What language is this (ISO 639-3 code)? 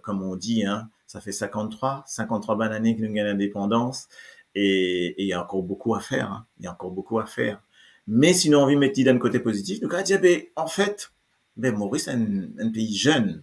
mfe